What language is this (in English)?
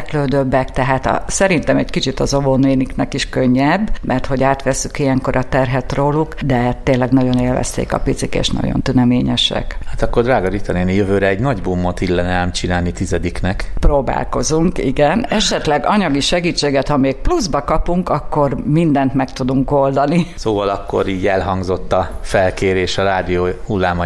Hungarian